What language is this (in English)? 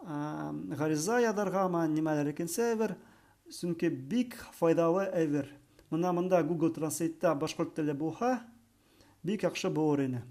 Bashkir